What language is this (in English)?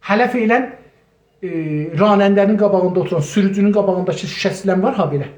South Azerbaijani